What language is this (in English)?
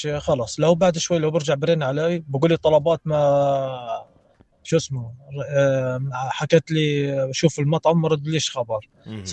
North Levantine Arabic